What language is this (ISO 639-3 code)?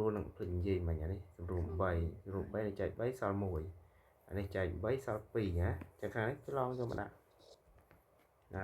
khm